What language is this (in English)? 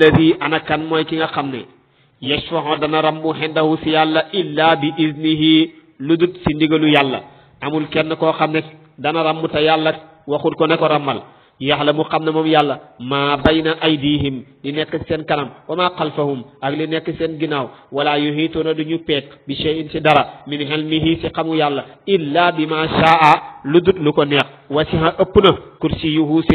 Wolof